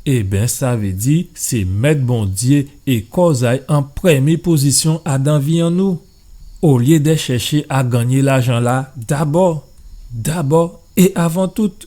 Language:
Guadeloupean Creole French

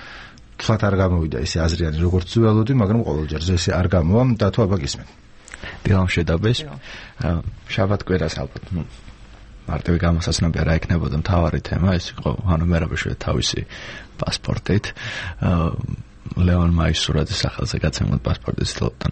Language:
Georgian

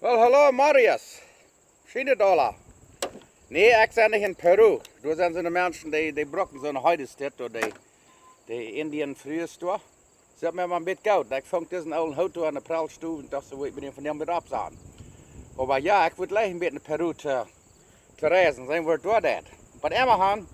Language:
Plautdietsch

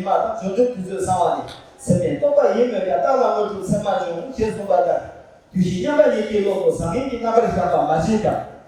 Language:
Tibetan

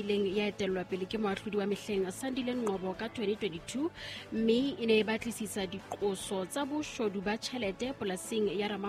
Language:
Southern Sotho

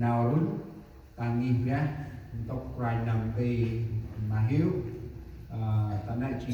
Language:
Central Mnong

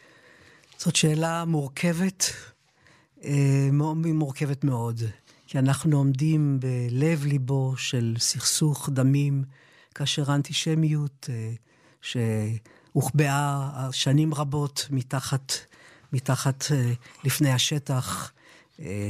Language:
Hebrew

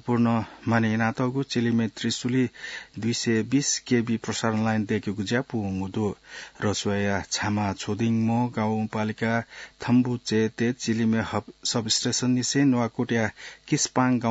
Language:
Newari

